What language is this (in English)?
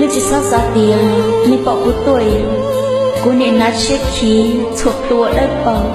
Hmong